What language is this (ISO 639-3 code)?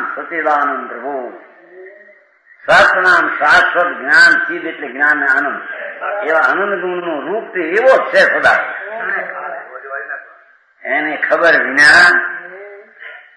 guj